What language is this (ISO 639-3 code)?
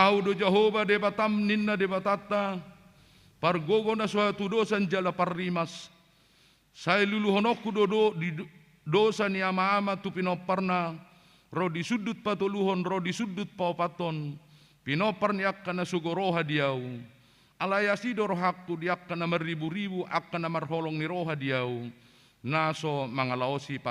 bbc